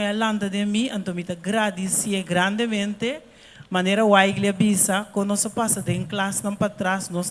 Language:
Papiamento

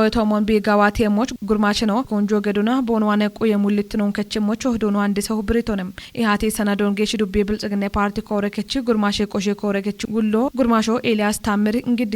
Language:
Kafa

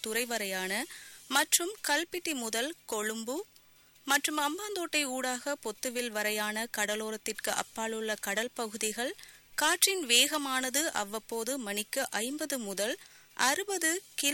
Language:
Tamil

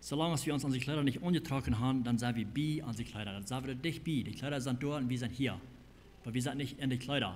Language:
Plautdietsch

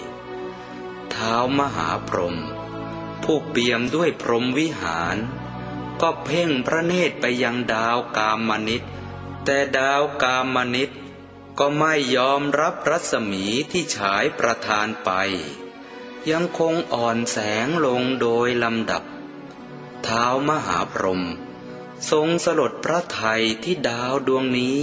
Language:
Thai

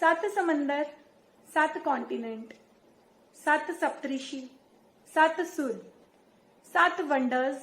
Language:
Dogri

